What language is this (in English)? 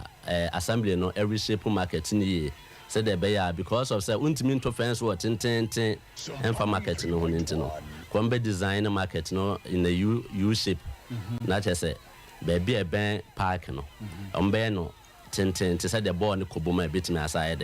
Akan